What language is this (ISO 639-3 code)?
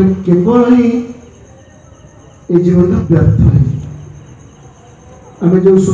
ori